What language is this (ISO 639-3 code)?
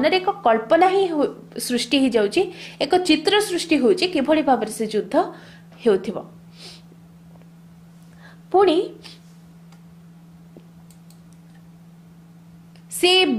ori